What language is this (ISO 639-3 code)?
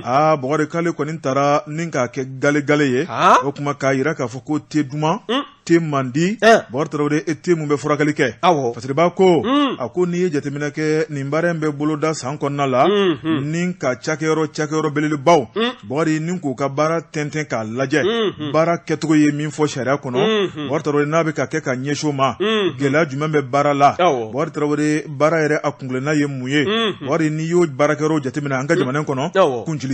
bam